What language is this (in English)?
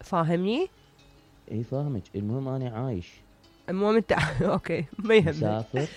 Mesopotamian Arabic